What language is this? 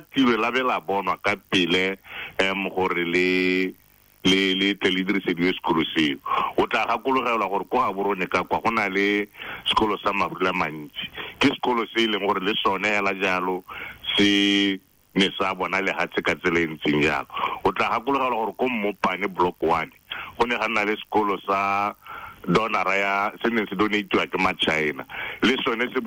Tswana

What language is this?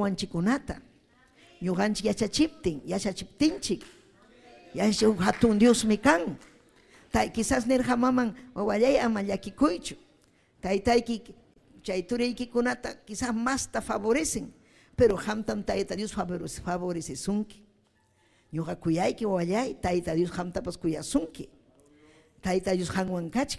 Ayacucho Quechua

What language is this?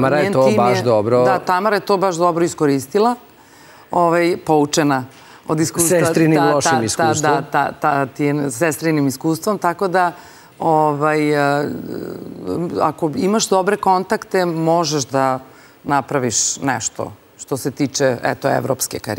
Serbian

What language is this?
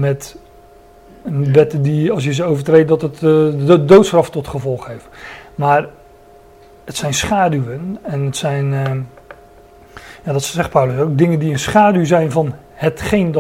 Dutch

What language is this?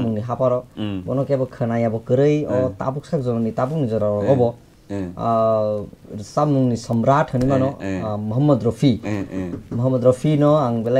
Kok Borok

